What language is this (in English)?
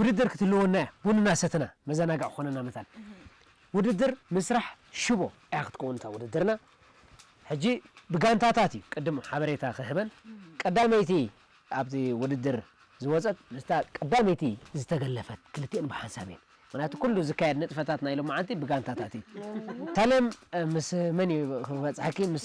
Tigrinya